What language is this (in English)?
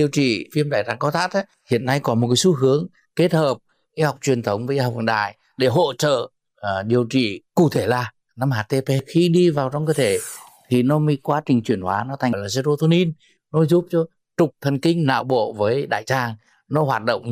Vietnamese